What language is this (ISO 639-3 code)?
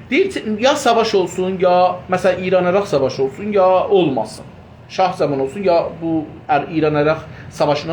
azb